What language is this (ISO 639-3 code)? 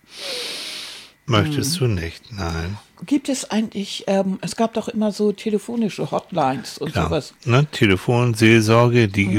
deu